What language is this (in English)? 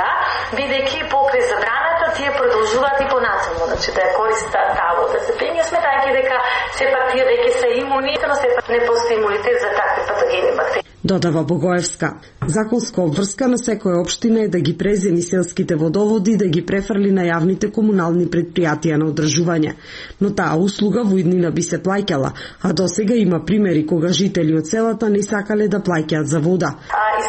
Macedonian